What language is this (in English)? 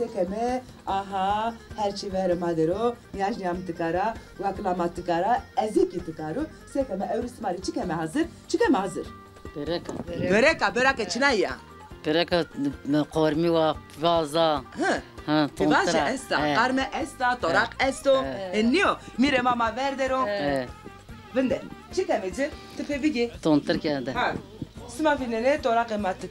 Zaza